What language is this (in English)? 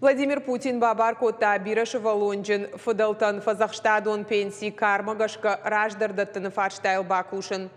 Ossetic